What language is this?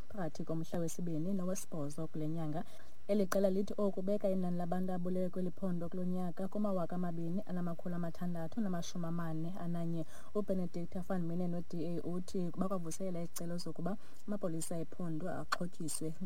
Xhosa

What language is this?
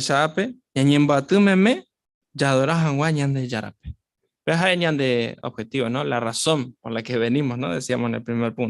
Guarani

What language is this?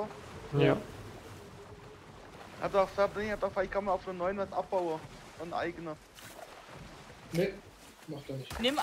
German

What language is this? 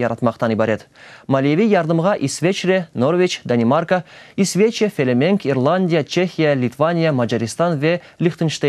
Crimean Tatar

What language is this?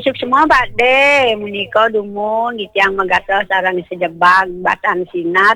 Balinese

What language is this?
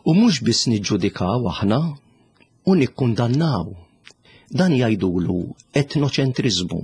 Maltese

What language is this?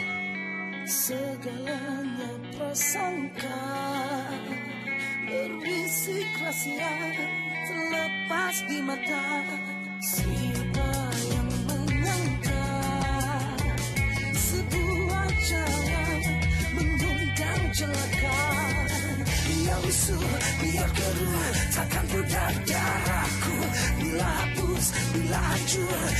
Malay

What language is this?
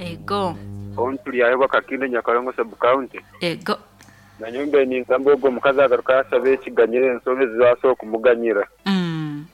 Nyankole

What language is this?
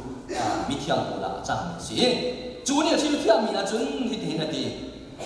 Hakha Chin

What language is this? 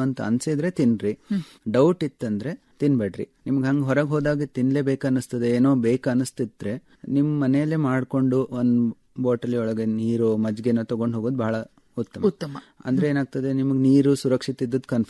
Kannada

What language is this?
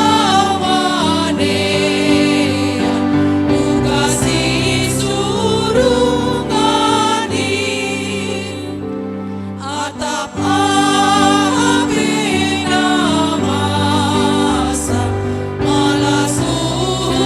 Batak Simalungun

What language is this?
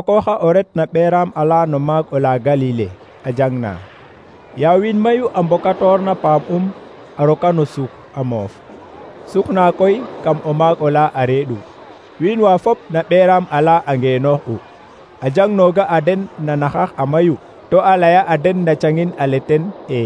Serer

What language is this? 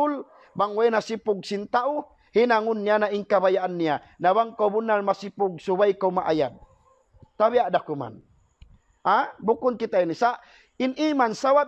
Tausug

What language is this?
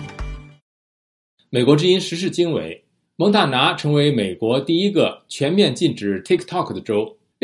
Chinese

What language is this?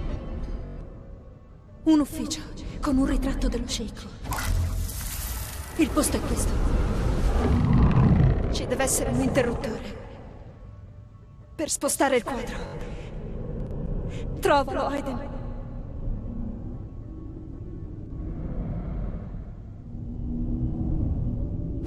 Italian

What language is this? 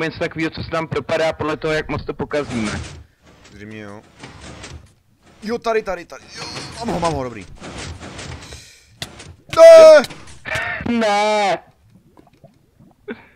Czech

